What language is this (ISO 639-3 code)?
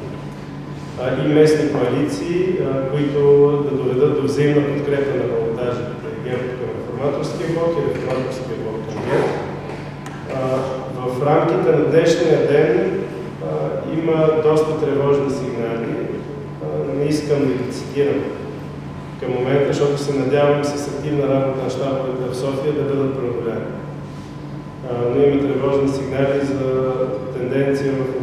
bul